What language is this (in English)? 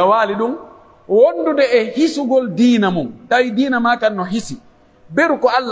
Pular